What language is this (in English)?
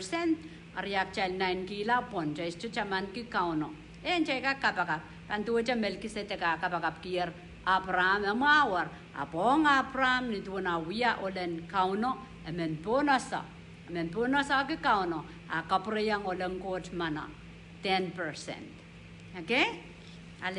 Pohnpeian